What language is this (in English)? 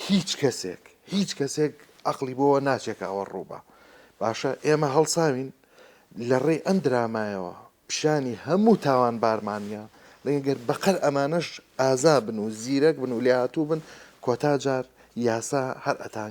Central Kurdish